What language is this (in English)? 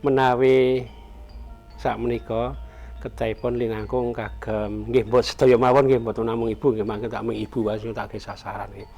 Javanese